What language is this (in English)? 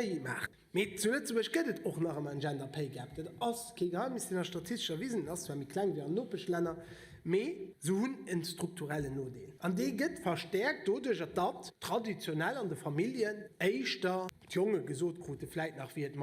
Luxembourgish